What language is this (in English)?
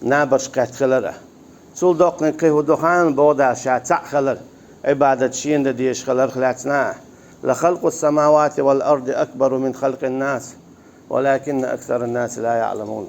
Chechen